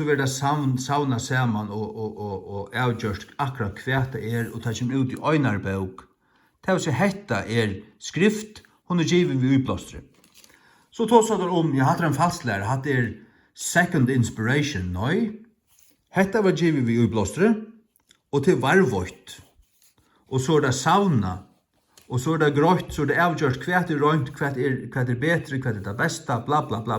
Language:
Faroese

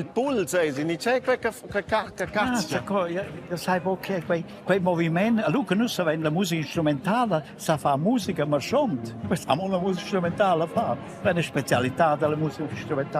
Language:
Romansh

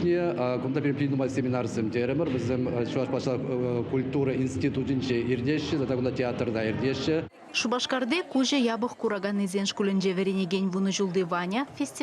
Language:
Chuvash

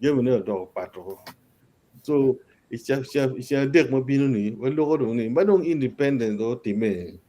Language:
Acoli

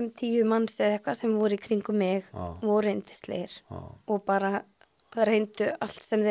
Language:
Icelandic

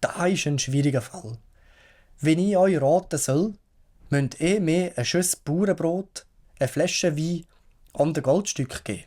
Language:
Swiss German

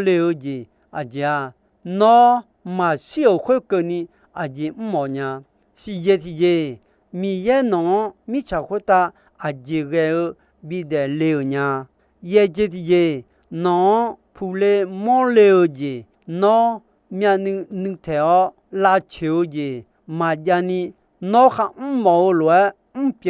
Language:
Akha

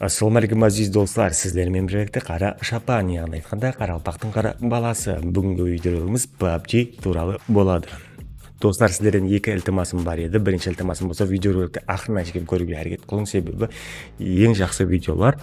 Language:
Kara-Kalpak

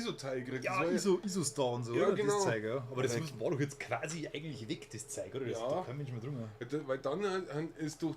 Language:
Bavarian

